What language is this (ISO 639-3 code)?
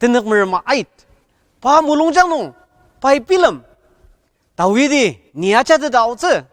njo